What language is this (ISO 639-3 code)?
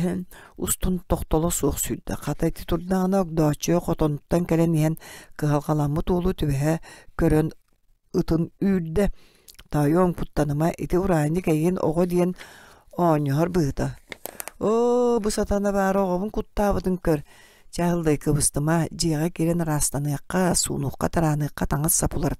sah